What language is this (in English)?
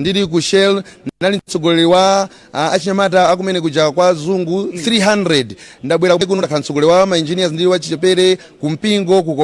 Nyanja